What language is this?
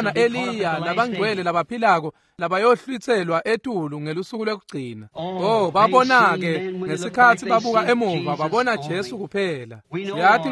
Swati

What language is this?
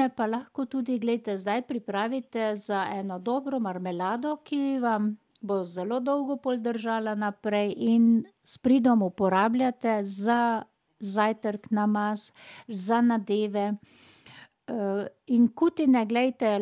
Slovenian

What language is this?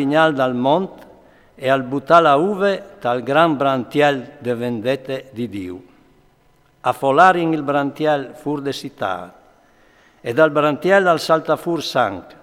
Friulian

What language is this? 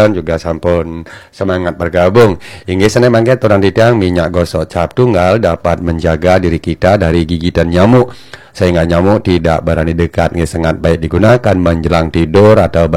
Balinese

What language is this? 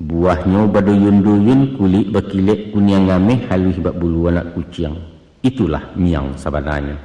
Minangkabau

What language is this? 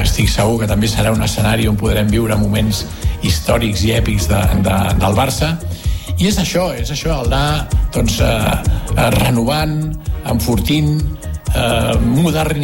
Catalan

